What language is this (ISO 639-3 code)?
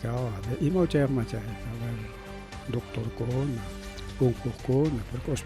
quy